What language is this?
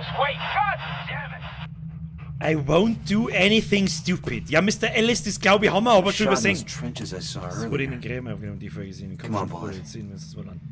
Bavarian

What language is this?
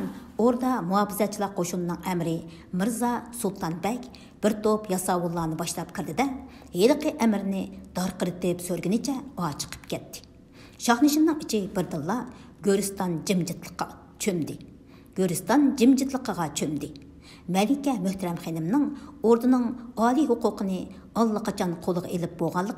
Uyghur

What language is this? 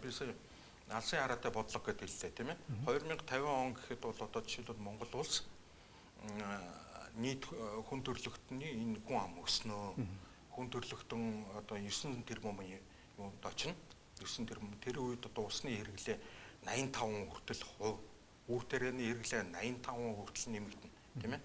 Mongolian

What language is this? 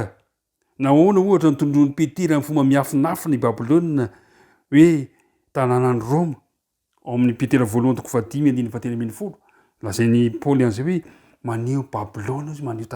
Malagasy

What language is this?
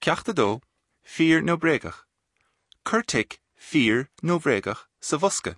Irish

